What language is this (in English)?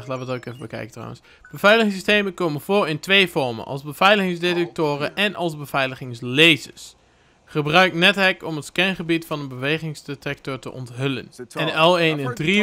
Dutch